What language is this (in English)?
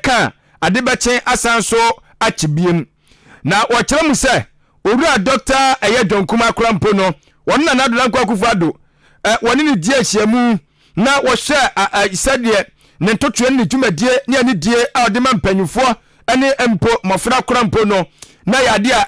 Akan